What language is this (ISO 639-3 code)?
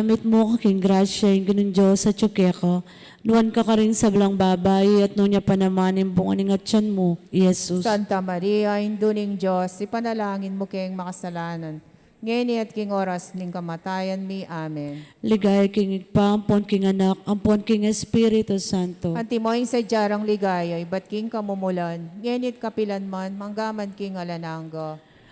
pam